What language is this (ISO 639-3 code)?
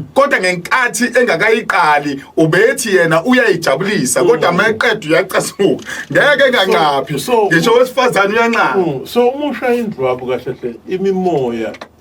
zul